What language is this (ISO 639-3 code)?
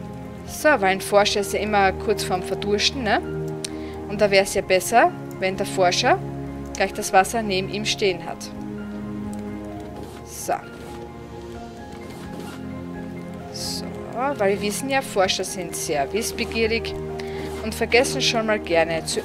deu